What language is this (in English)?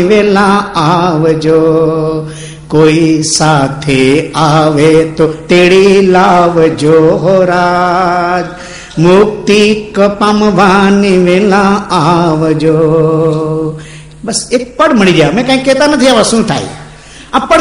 Gujarati